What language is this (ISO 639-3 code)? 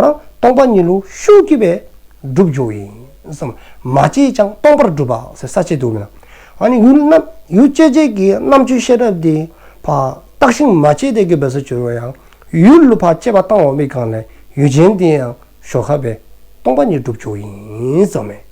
dzo